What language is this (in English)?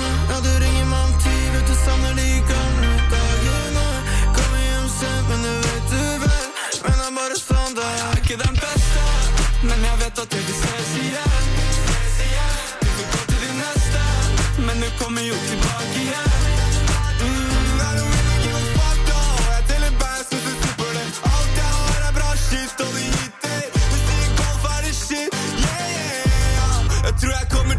Norwegian